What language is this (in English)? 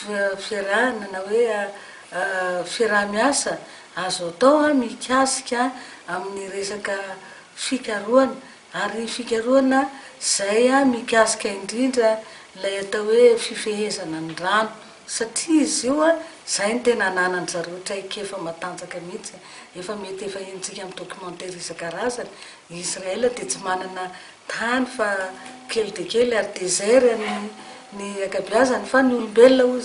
Malagasy